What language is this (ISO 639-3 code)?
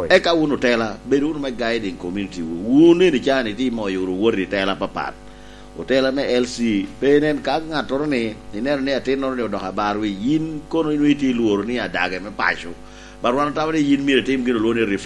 laj